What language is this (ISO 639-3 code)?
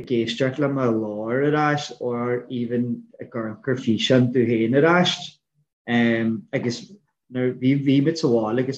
gle